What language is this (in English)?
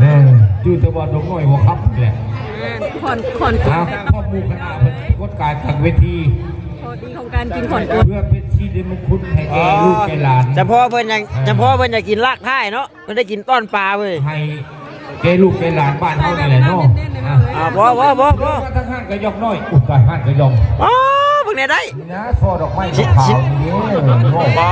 Northeastern Thai